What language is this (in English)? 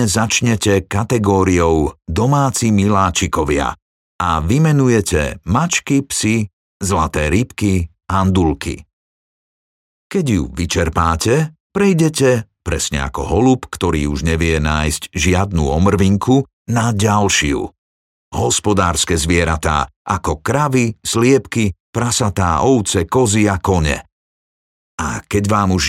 Slovak